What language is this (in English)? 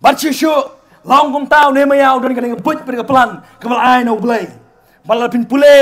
Khasi